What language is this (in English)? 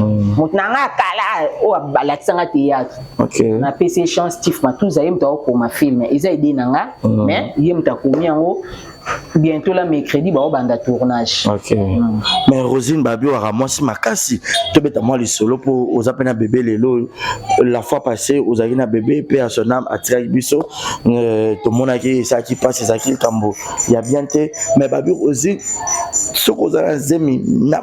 Lingala